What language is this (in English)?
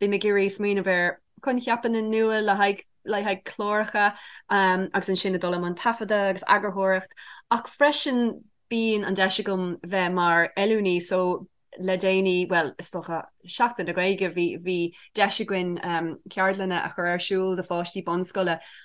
Irish